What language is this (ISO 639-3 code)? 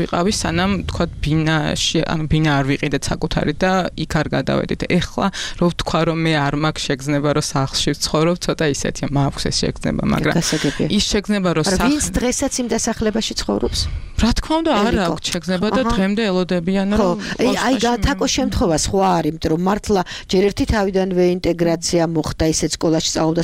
kat